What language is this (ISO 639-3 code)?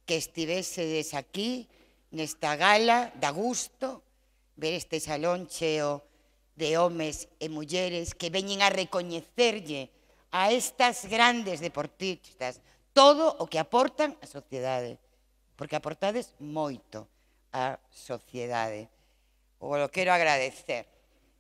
glg